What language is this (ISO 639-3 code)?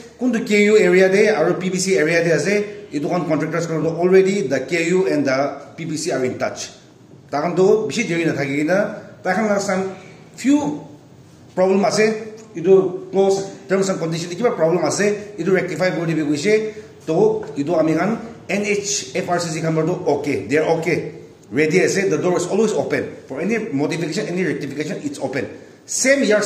nag